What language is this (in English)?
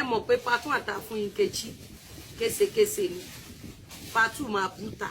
Yoruba